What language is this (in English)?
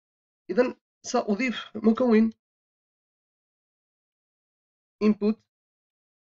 Arabic